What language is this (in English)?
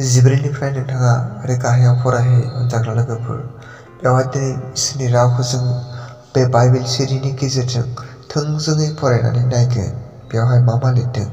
Bodo